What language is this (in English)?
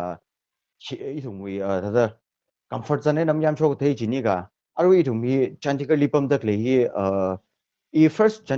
Tangkhul Naga (India)